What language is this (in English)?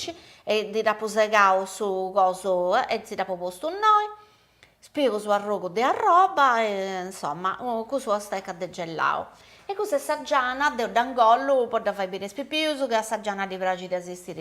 Sardinian